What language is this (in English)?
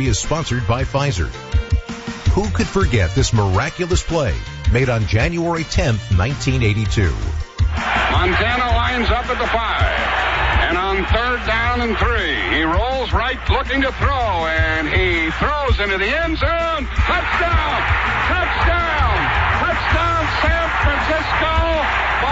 English